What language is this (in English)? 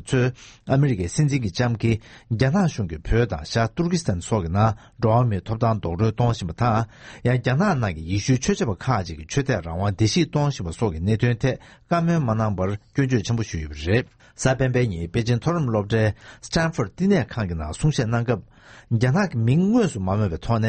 Tibetan